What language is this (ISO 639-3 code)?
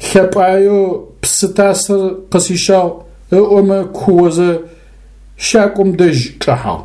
ady